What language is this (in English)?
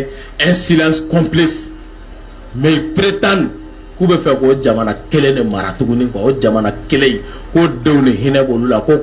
Bambara